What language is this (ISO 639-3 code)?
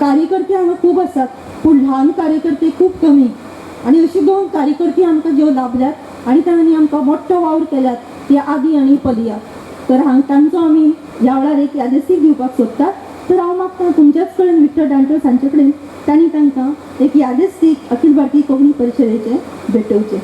kok